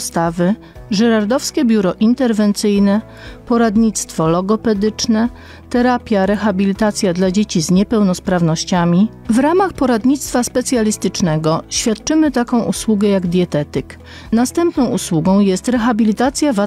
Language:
Polish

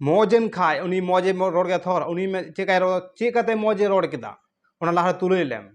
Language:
Santali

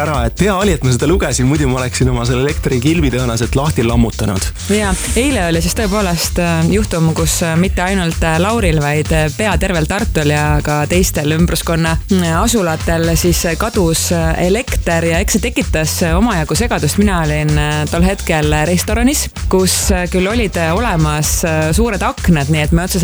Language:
Estonian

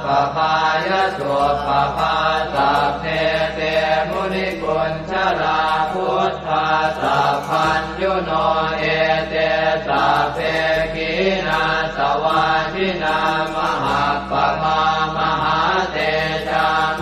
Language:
Pali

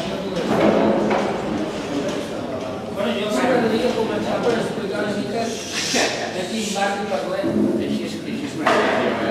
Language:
Catalan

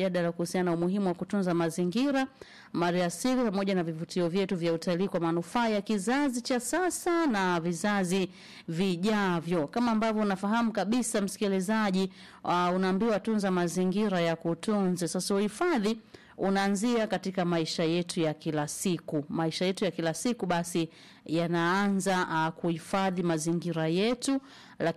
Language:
Swahili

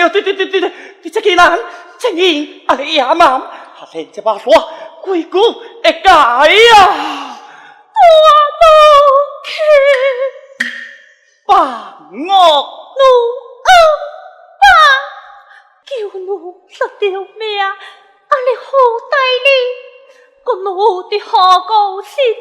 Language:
Pu-Xian Chinese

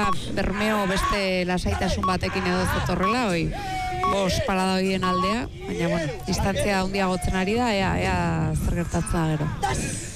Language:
Basque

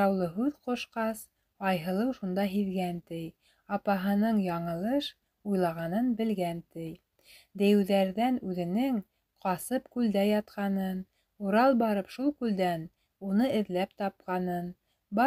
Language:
Bashkir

